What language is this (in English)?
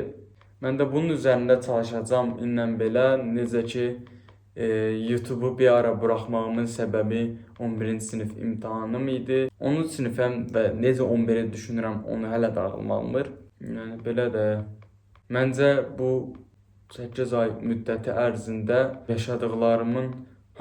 Azerbaijani